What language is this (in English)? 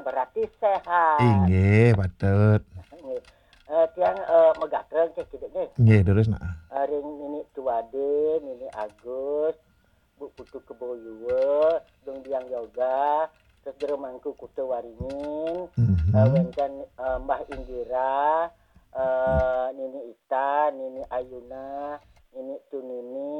Balinese